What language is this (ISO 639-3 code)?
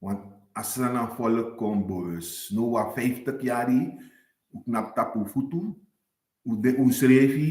srn